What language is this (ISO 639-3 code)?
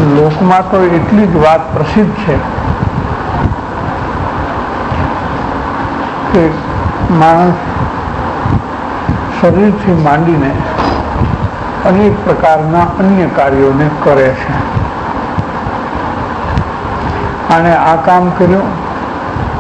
guj